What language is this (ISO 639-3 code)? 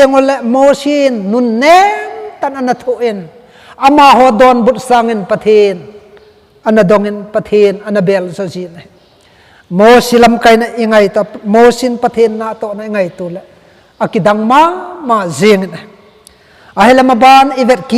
tcz